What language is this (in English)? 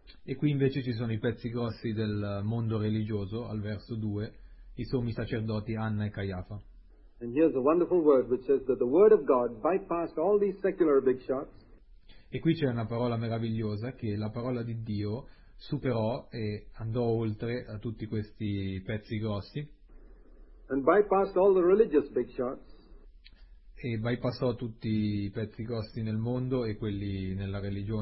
Italian